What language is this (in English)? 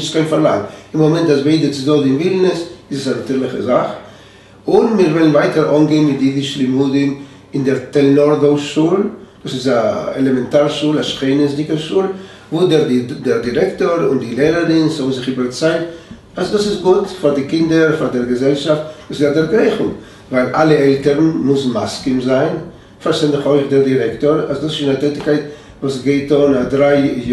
Yiddish